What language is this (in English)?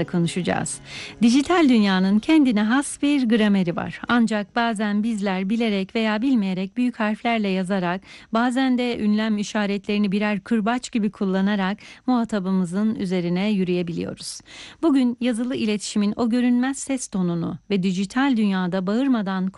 Turkish